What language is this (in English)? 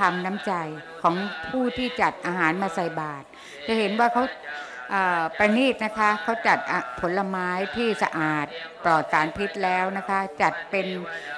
Thai